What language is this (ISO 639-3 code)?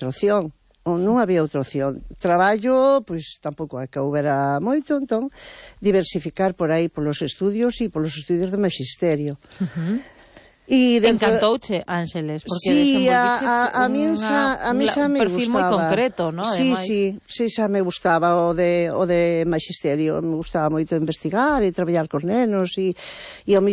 glg